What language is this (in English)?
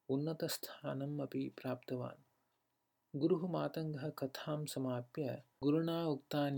Sanskrit